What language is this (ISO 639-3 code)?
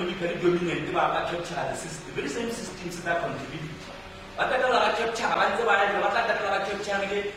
sot